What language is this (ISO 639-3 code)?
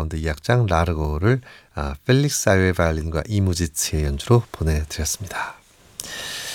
kor